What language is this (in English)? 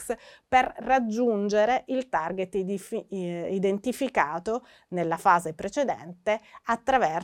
Italian